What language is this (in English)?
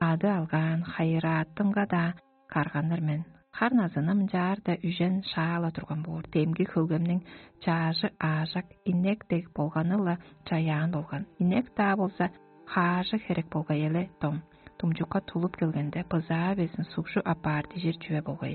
Tuvinian